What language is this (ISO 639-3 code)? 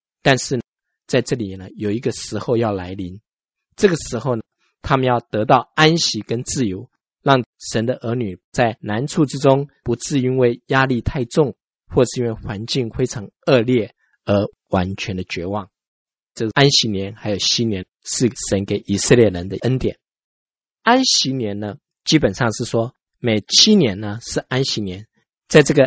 zho